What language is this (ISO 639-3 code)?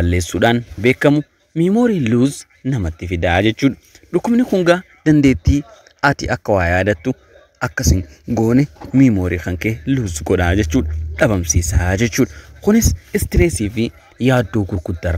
orm